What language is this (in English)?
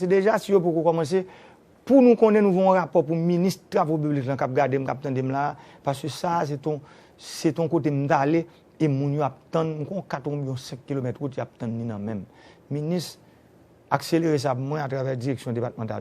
Haitian Creole